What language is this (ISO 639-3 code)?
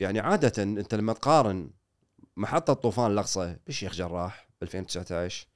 afb